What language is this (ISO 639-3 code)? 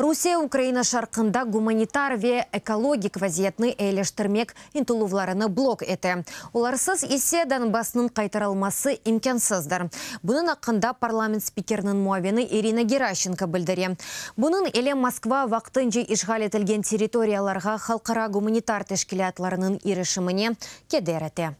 crh